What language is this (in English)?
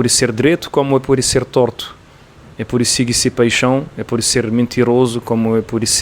Kabuverdianu